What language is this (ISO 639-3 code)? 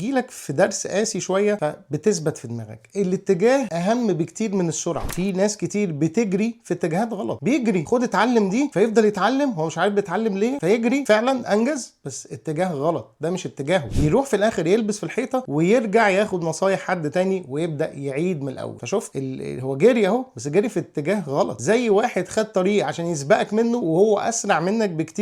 arz